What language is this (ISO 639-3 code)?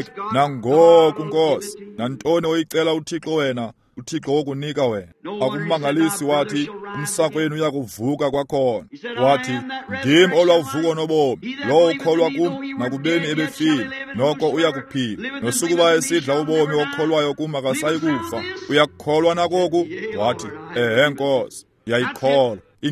xho